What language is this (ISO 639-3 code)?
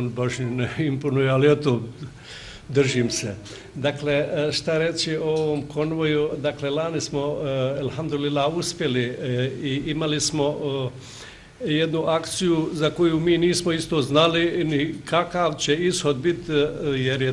bos